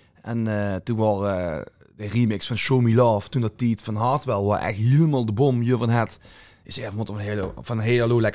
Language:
Limburgish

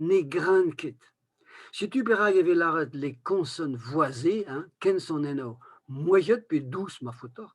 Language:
Breton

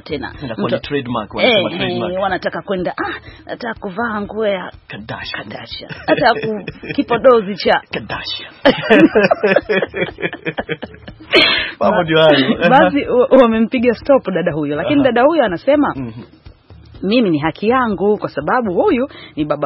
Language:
Swahili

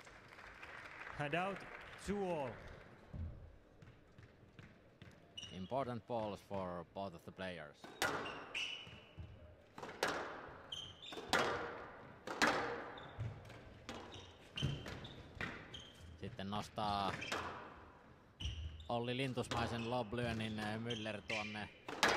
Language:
Finnish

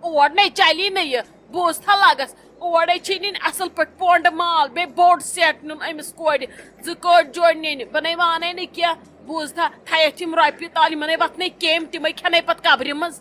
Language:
Kashmiri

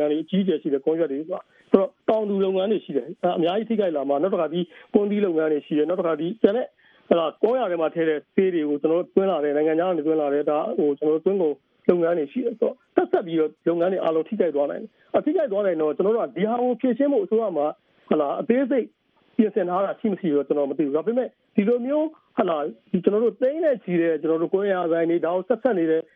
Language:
Burmese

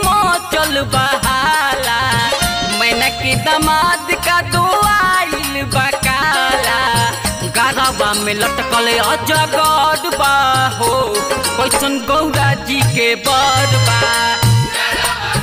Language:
Bhojpuri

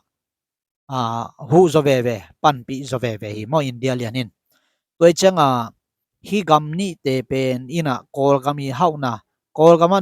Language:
Tedim Chin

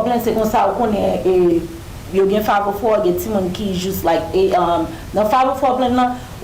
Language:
Haitian Creole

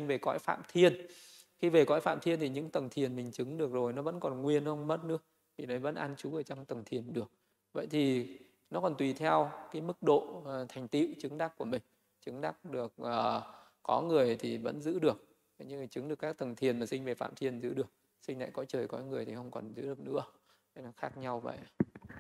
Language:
Vietnamese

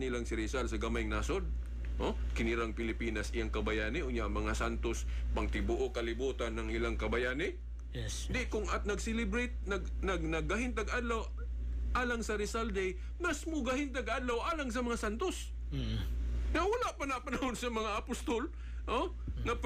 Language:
Cebuano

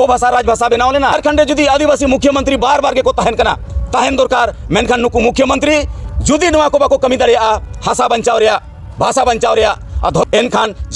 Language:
Santali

